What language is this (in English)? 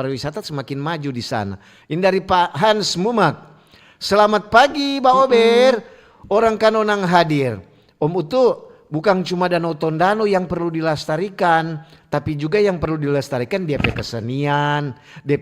Manado Malay